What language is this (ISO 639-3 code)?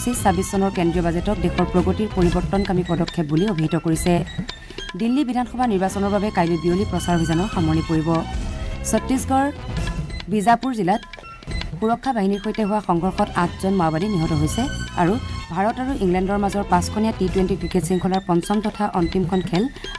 asm